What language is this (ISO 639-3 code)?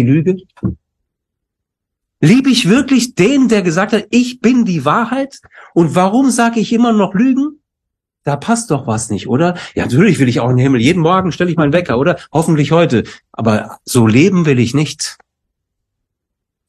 deu